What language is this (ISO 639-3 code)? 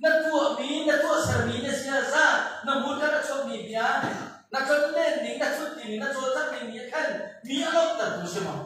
cnh